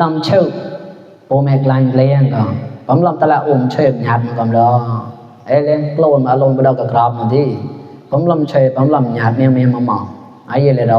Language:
Mon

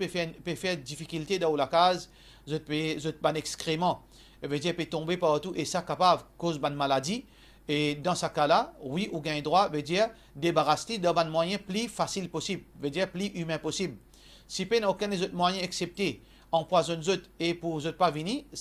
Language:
Morisyen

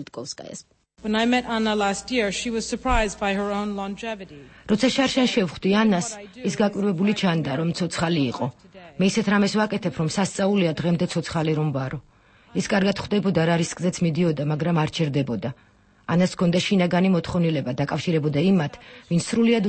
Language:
Georgian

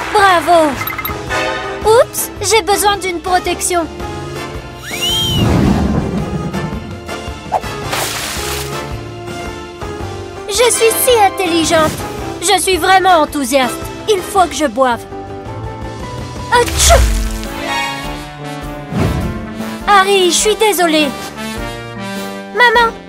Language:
French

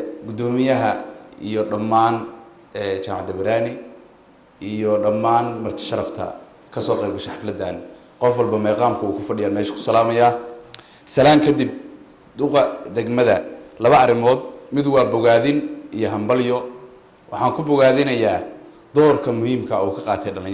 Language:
Somali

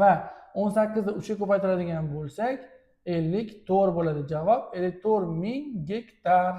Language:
Uzbek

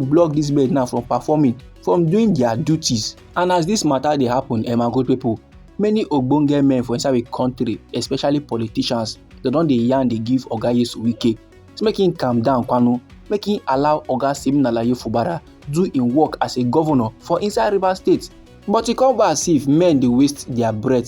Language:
Nigerian Pidgin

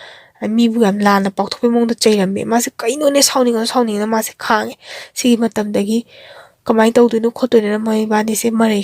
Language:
Manipuri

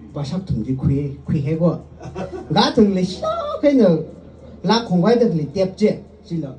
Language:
Tangkhul Naga (India)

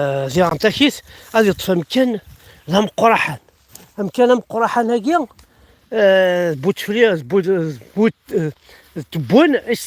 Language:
Kabyle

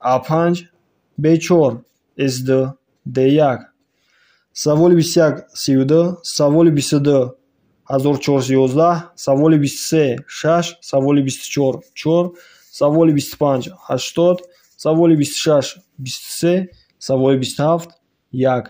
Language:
Tajik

